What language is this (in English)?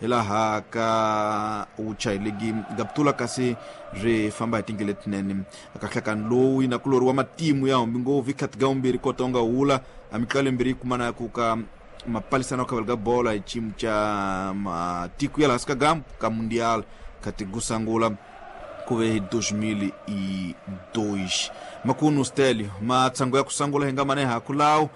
Tsonga